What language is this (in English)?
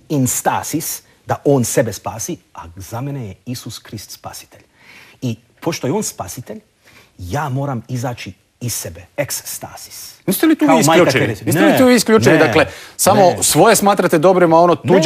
Croatian